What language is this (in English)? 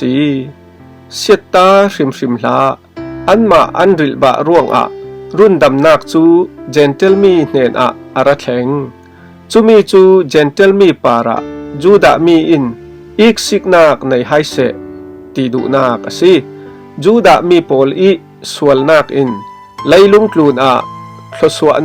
Falam Chin